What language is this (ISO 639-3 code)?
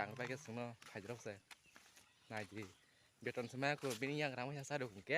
trp